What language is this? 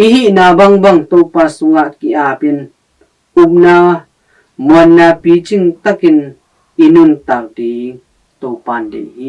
Tedim Chin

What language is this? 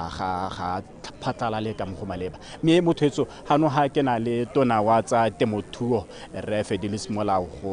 Tswana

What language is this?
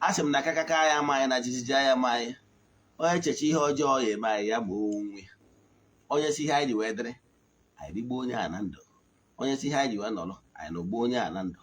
Igbo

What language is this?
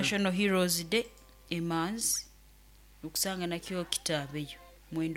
Nyoro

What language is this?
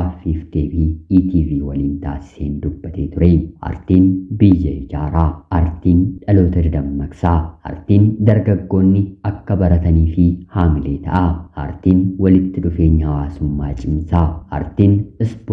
Oromo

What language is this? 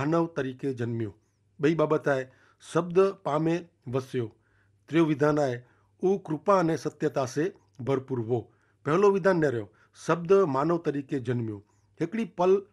Kachhi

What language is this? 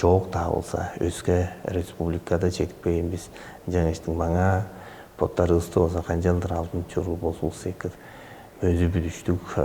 Tuvinian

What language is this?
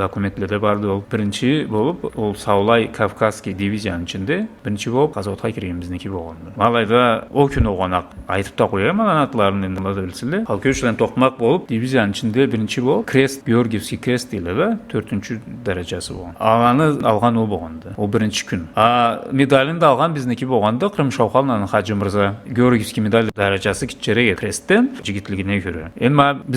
Karachay-Balkar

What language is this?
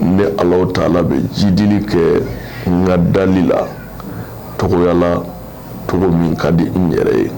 Bambara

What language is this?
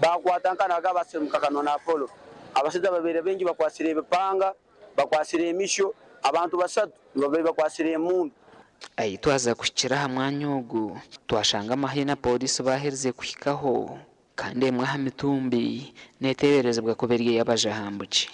Nyankole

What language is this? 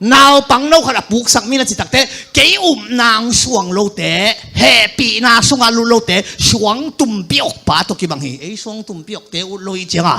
Tedim Chin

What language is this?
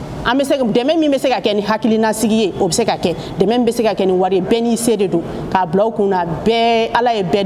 Bambara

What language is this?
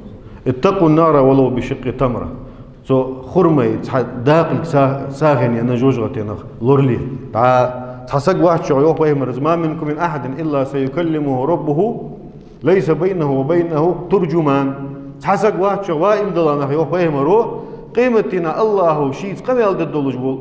Ingush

